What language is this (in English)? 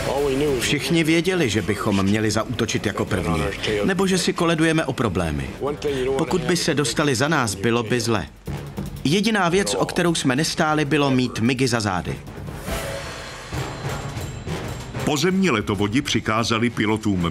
Czech